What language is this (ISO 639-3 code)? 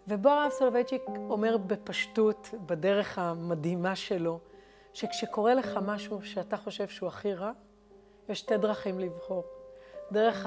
heb